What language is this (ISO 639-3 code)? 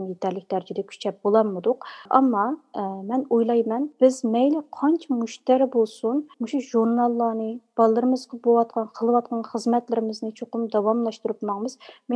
uig